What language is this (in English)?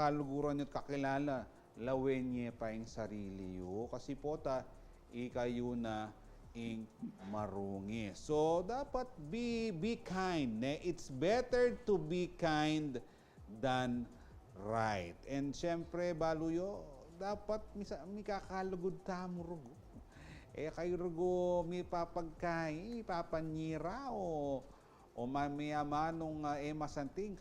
Pampanga